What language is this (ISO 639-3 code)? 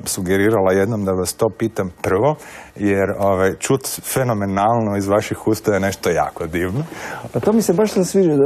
hrv